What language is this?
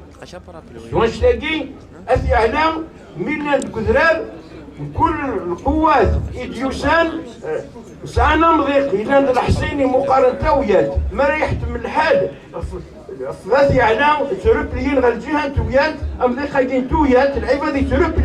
Kabyle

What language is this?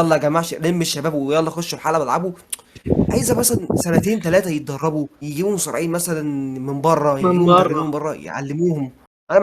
Egyptian Arabic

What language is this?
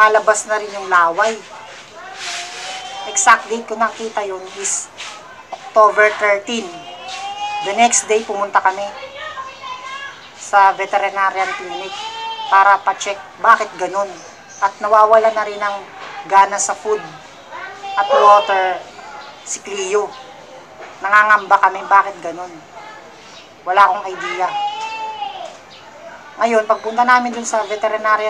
Filipino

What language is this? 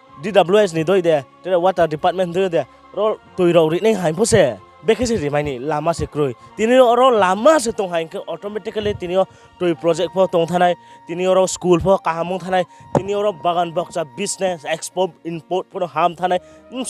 Riang (India)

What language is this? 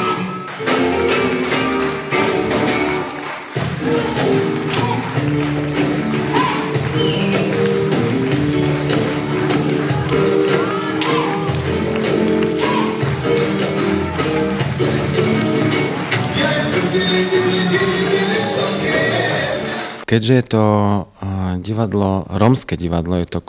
Slovak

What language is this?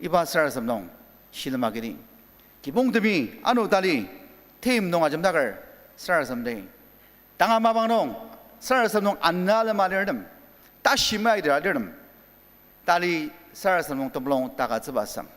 Ao Naga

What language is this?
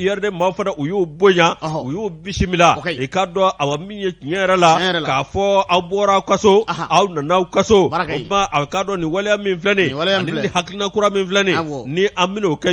Bambara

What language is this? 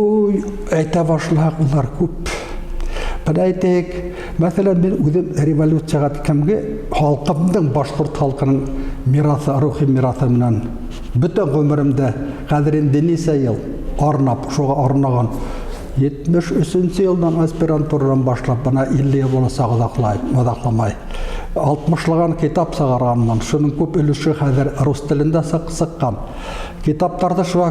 Bashkir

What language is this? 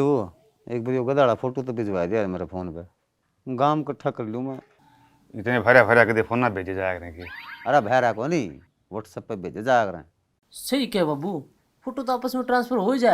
Haryanvi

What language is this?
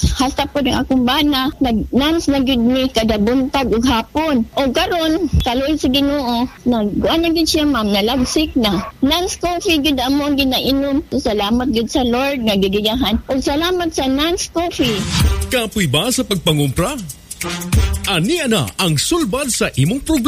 Cebuano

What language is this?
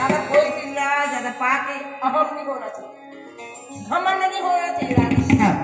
Chhattisgarhi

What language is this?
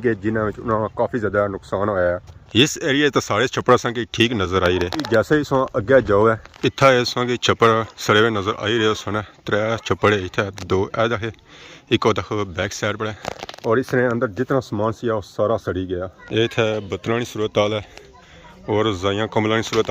Pahari-Potwari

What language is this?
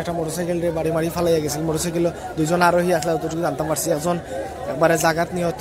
Sylheti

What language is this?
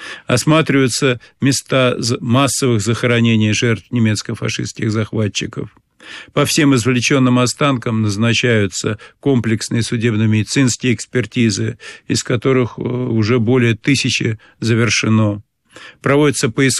Russian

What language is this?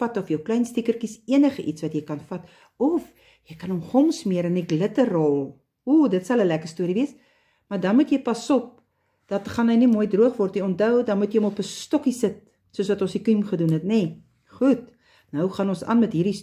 Afrikaans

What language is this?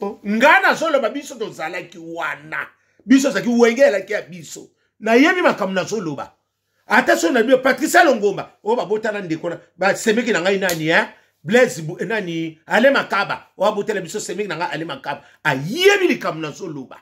Lingala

